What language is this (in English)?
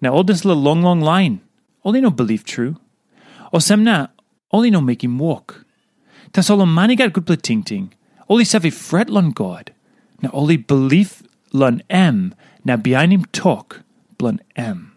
Tok Pisin